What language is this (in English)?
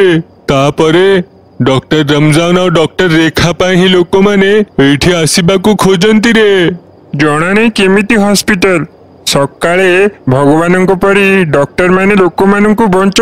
Odia